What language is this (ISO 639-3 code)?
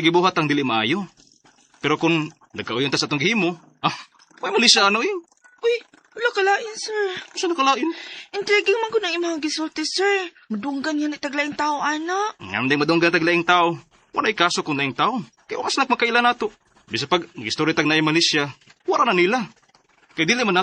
ceb